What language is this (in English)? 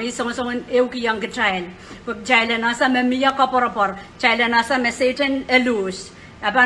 Pohnpeian